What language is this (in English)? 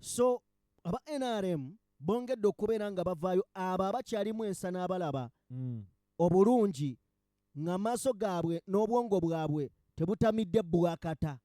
Ganda